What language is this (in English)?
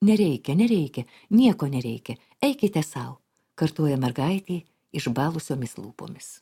Lithuanian